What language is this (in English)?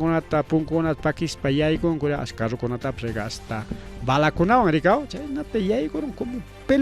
Ayacucho Quechua